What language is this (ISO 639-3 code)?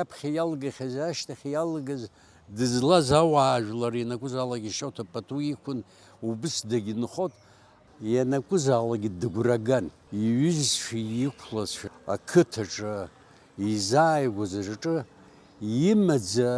abk